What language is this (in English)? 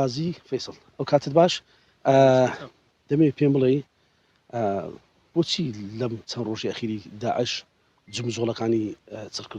Central Kurdish